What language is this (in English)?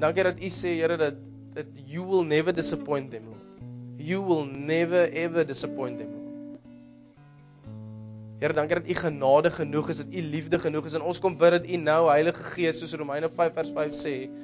Afrikaans